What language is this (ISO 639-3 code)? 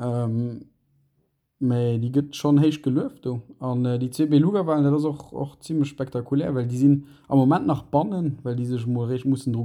ltz